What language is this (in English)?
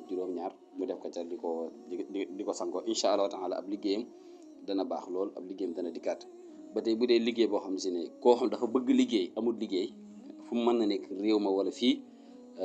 Wolof